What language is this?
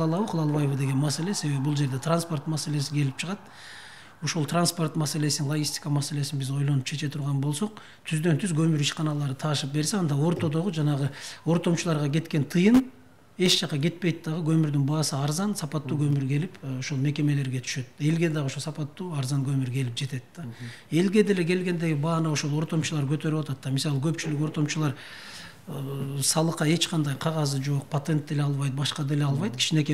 Kyrgyz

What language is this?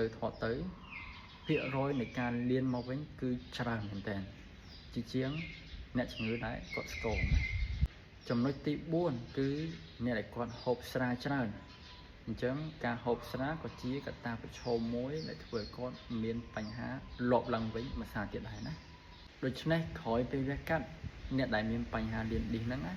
Khmer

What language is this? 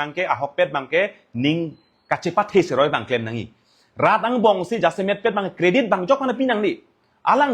Karbi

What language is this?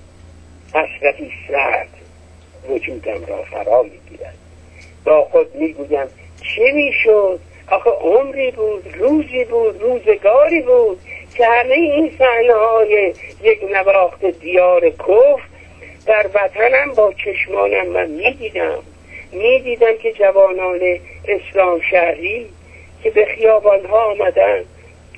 Persian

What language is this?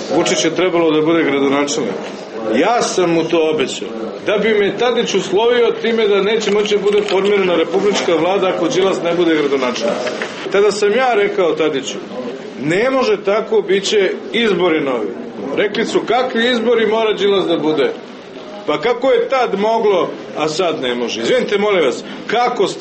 Serbian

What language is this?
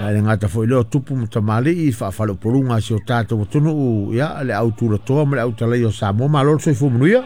Samoan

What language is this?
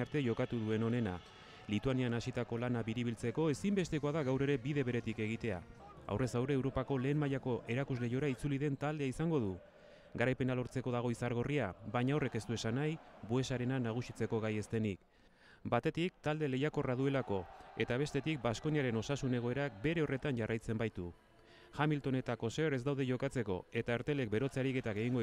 Basque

